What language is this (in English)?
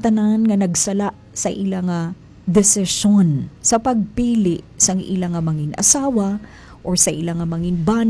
Hiligaynon